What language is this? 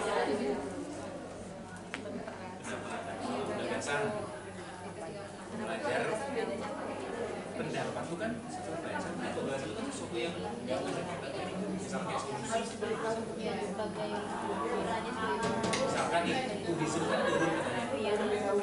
Indonesian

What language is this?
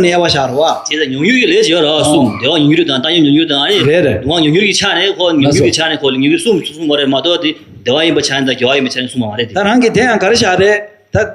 Tibetan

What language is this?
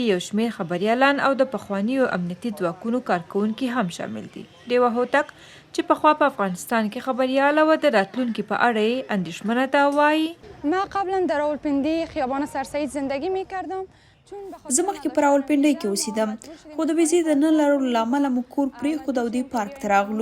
Pashto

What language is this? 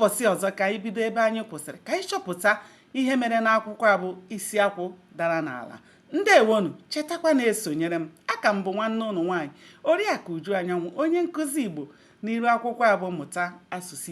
Igbo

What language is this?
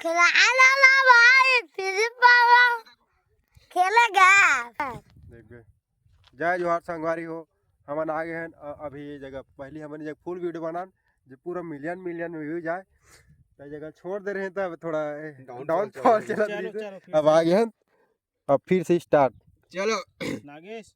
Chhattisgarhi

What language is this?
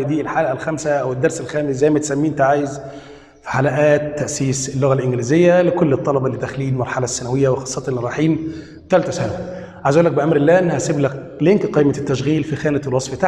Egyptian Arabic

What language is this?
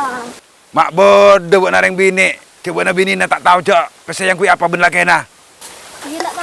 Madurese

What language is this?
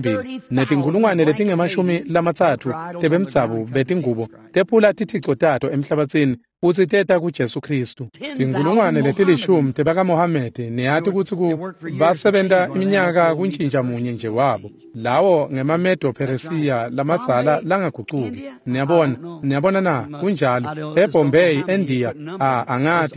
Swati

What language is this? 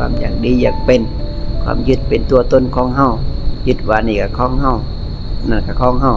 Lao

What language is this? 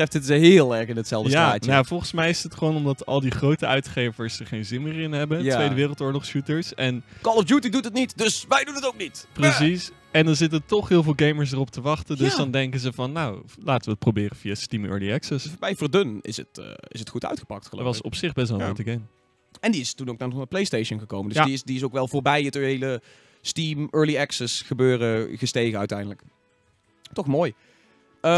Dutch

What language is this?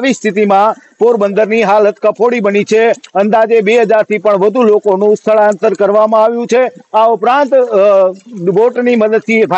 Gujarati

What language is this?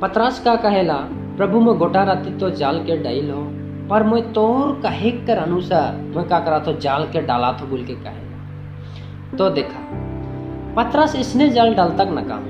Sadri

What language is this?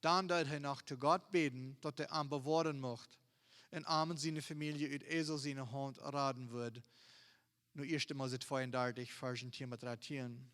Plautdietsch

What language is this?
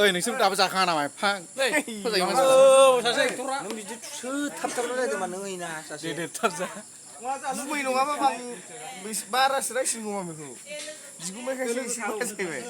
Bodo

